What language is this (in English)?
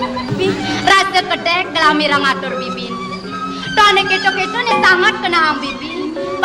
Balinese